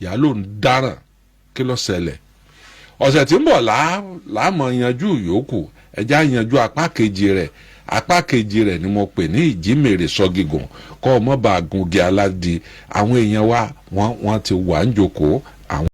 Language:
Yoruba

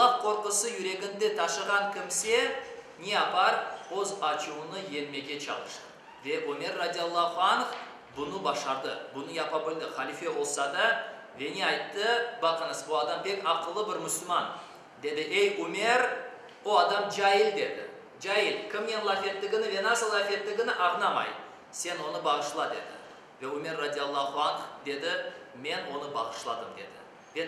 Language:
Crimean Tatar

